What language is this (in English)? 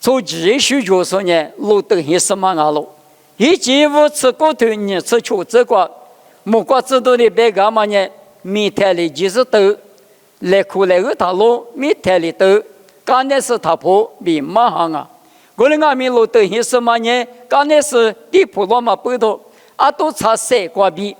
Lisu